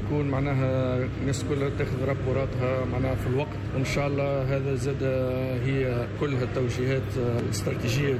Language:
Tunisian Arabic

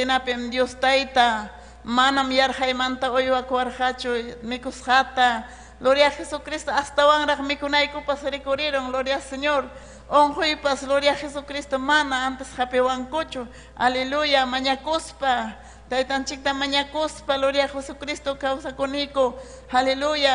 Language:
Ayacucho Quechua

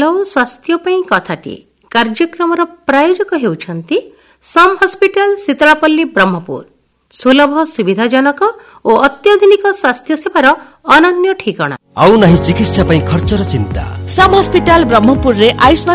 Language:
Odia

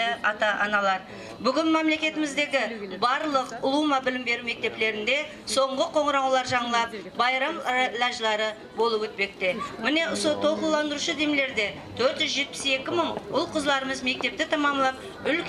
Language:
Kara-Kalpak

